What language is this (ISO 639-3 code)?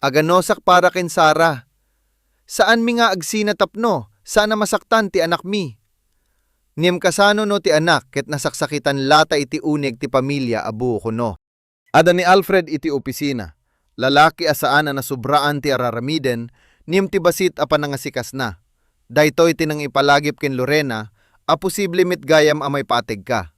ilo